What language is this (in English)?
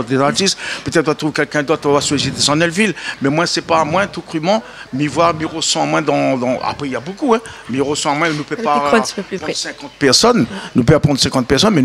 Réunion Creole French